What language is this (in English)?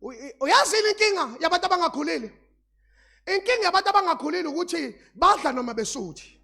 Zulu